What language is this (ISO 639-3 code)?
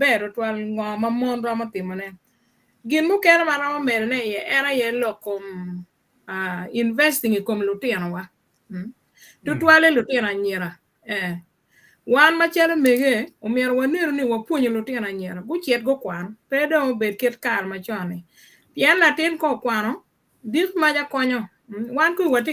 ach